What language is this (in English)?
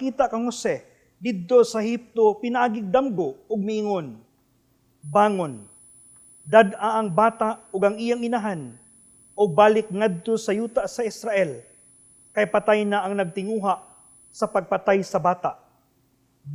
Cebuano